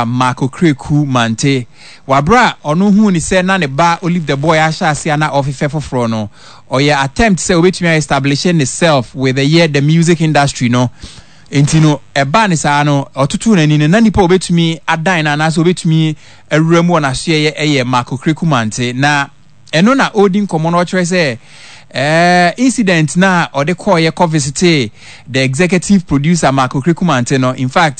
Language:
Akan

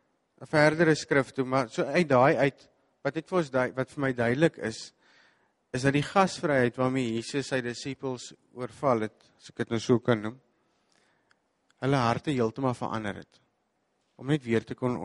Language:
Afrikaans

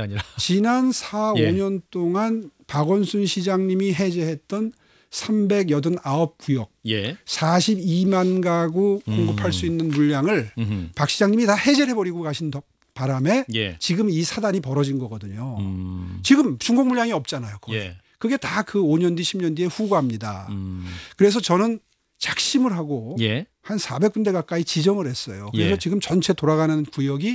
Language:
Korean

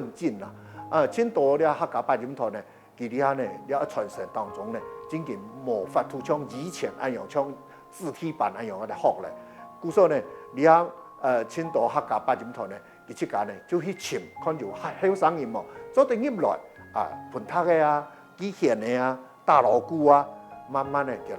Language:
Hakka Chinese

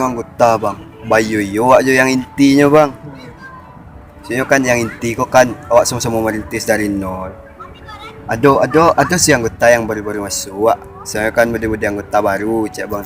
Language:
Minangkabau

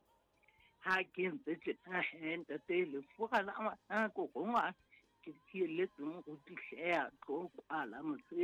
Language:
Southern Sotho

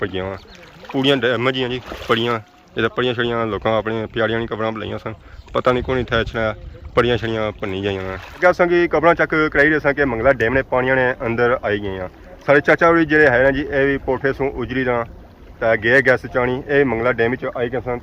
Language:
Pahari-Potwari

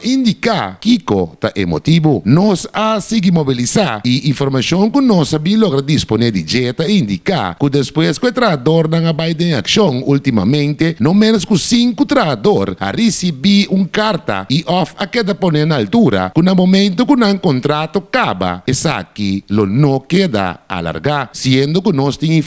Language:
Papiamento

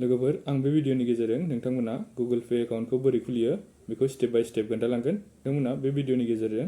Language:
Bodo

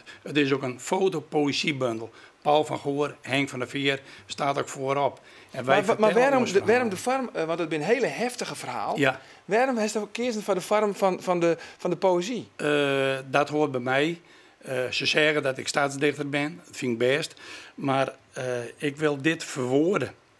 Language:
Western Frisian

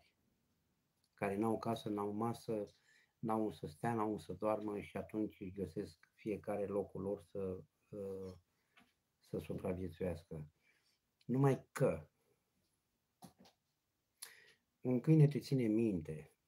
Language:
Romanian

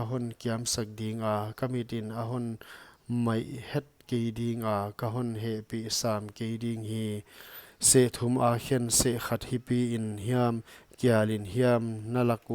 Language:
Paite Chin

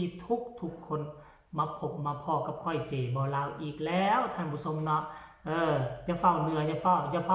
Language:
Northeastern Thai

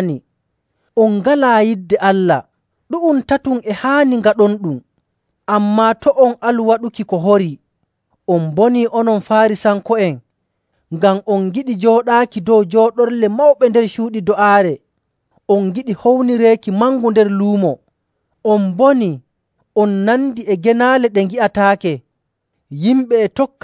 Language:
Nigerian Fulfulde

